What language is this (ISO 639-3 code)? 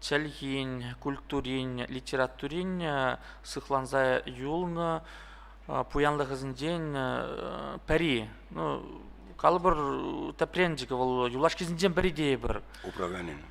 chv